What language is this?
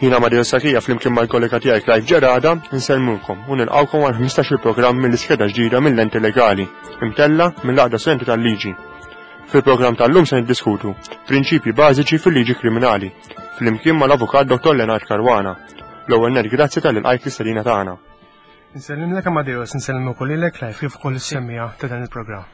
Maltese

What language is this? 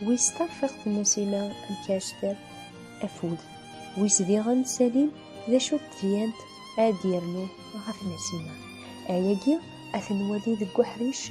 Kabyle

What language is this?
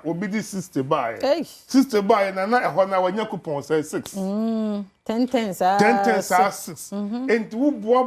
Akan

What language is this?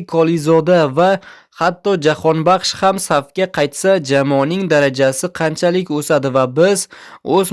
Uzbek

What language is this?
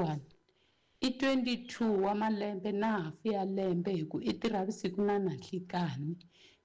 Tsonga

